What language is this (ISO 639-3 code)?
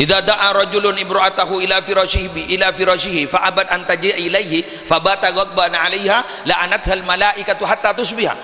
mad